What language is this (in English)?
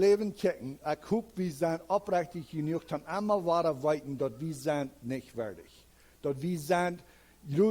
Plautdietsch